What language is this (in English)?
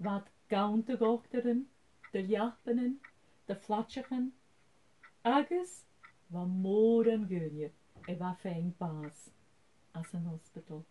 Scottish Gaelic